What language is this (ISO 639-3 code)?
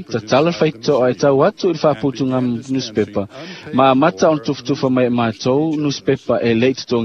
smo